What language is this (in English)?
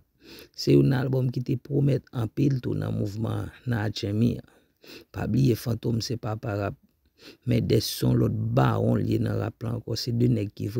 Haitian Creole